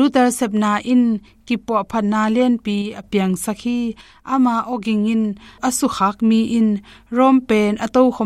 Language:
Tedim Chin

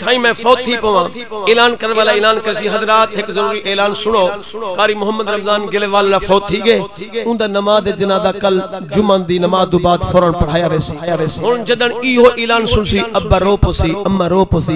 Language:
Saraiki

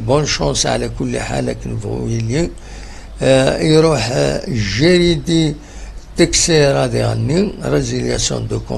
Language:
Kabyle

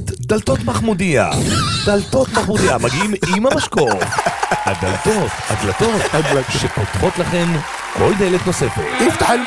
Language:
Hebrew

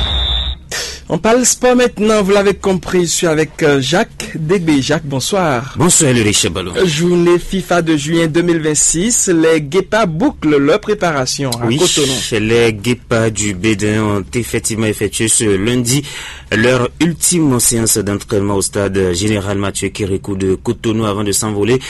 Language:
French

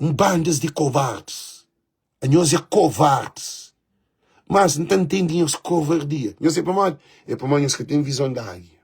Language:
Kabuverdianu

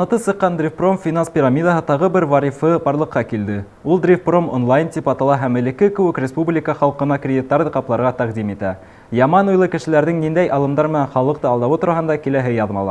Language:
Bashkir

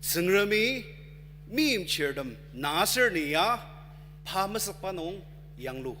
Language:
Ao Naga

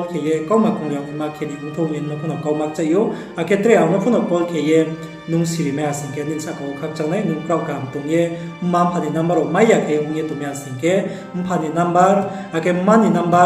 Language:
Riang (India)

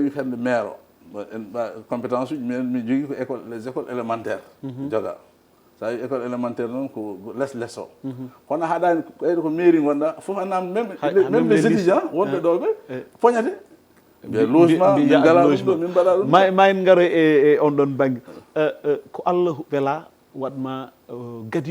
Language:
Fula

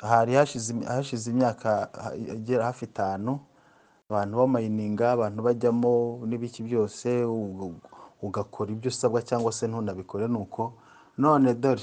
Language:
Kinyarwanda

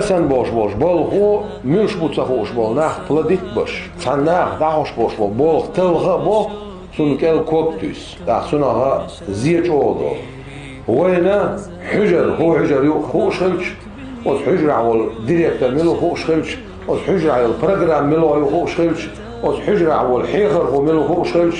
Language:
Chechen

